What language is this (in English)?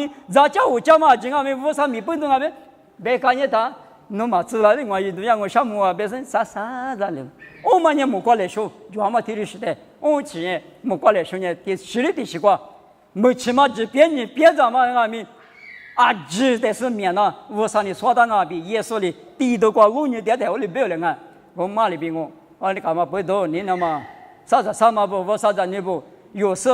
Lisu